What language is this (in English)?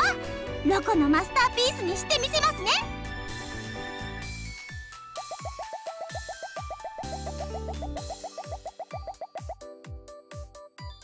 Japanese